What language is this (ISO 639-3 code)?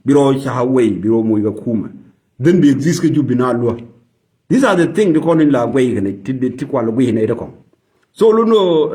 nus